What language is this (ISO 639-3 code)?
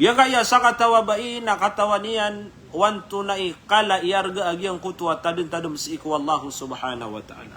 mrw